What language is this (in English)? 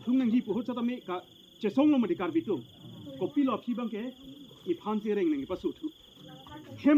Karbi